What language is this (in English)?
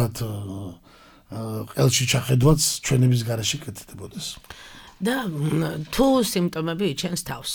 Georgian